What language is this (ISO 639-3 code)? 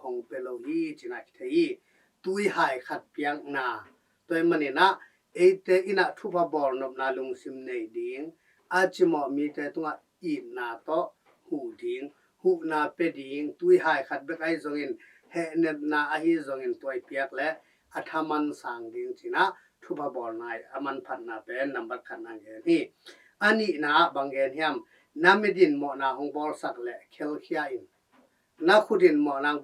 ctd